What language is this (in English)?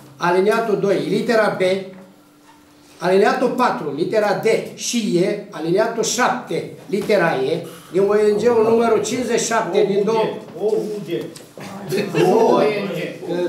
Romanian